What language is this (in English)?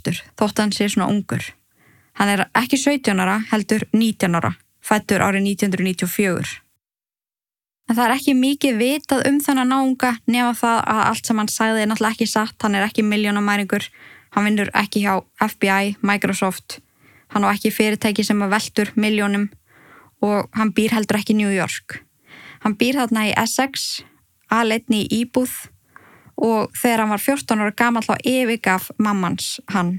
Icelandic